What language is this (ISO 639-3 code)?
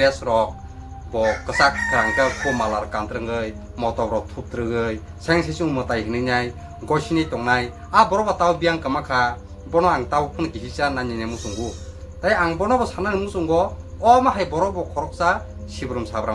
trp